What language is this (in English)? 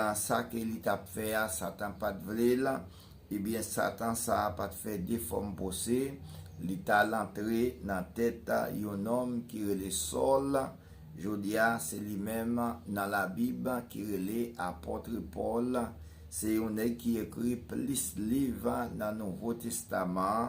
Haitian Creole